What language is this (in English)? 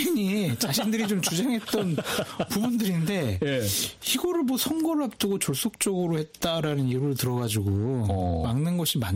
Korean